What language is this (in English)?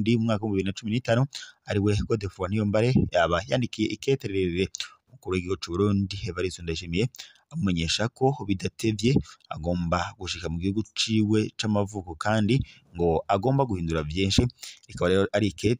Rundi